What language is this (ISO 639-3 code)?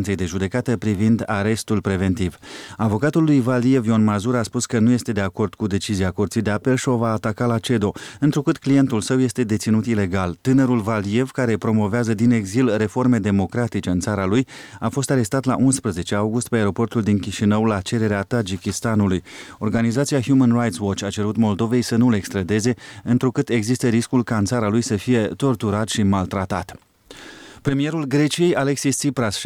ron